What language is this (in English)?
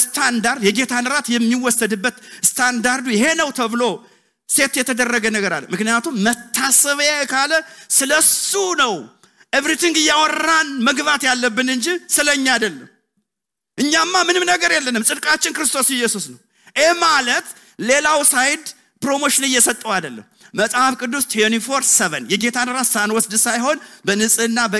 Amharic